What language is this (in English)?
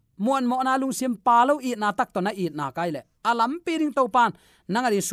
Tedim Chin